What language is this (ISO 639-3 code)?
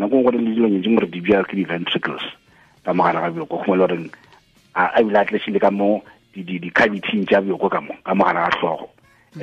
tsn